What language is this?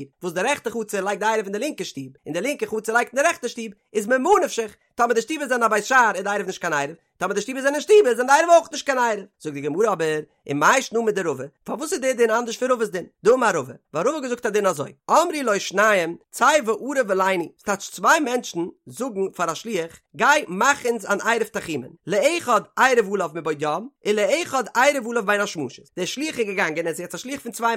Yiddish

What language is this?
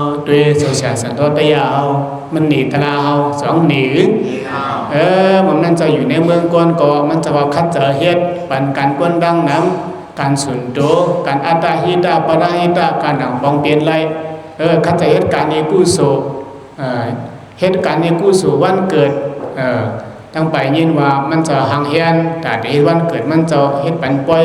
Shan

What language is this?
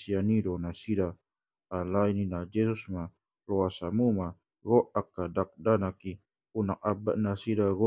Batak Toba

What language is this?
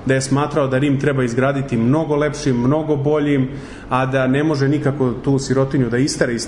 Serbian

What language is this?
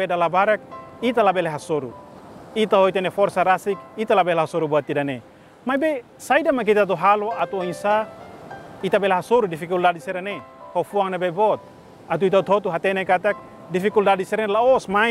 Tetum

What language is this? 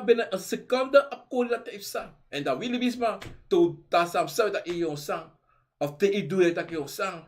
Sranan Tongo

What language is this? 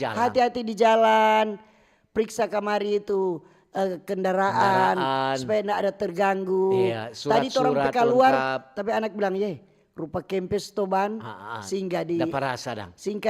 Manado Malay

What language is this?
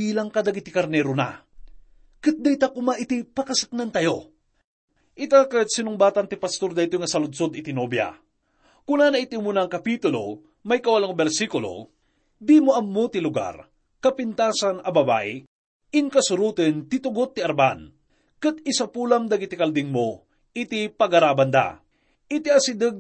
Iloko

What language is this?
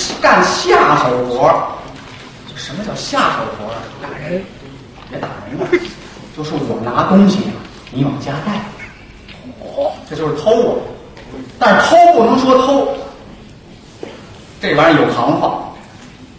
Chinese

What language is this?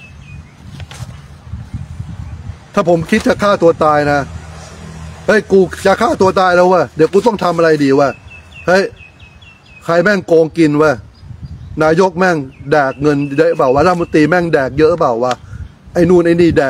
Thai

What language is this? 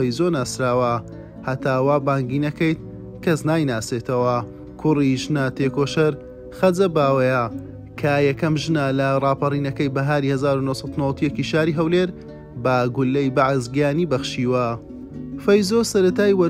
Central Kurdish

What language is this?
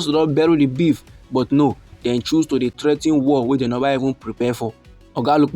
Nigerian Pidgin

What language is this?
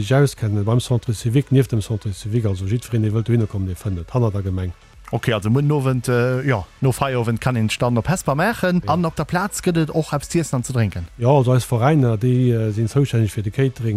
Luxembourgish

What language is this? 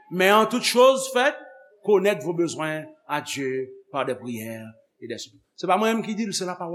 Haitian Creole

